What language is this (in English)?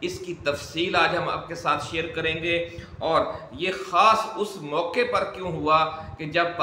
Urdu